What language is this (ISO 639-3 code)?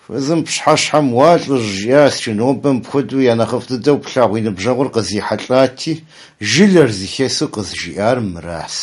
kbd